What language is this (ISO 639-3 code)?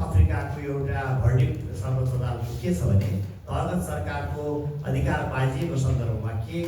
nep